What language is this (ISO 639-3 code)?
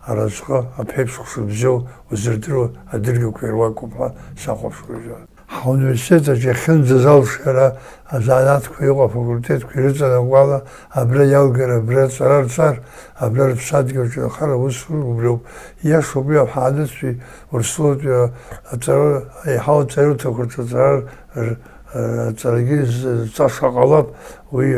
abk